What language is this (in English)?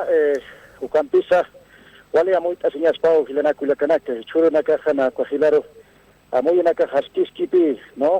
Aymara